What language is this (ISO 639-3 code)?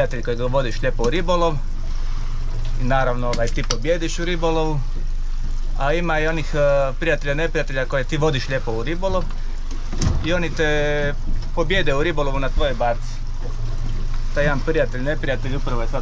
hrv